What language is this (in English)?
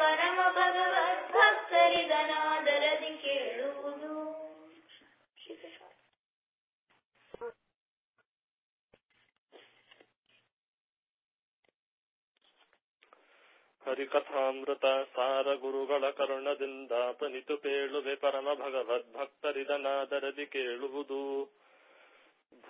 Kannada